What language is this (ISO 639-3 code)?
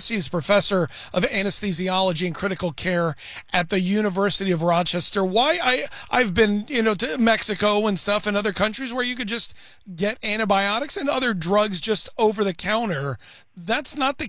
eng